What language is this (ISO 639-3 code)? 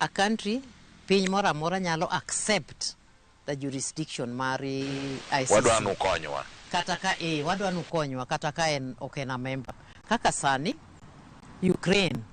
luo